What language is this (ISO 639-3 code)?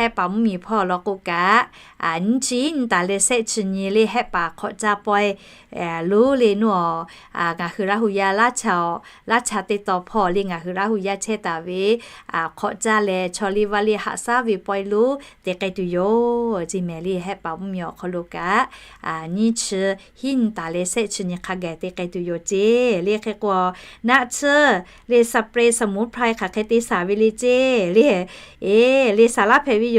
lhu